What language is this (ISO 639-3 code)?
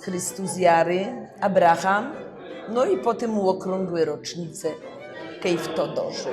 szl